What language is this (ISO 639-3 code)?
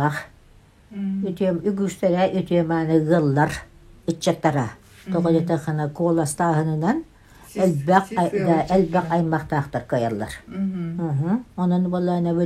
sah